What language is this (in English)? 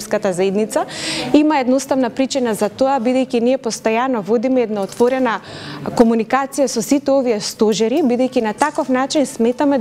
Macedonian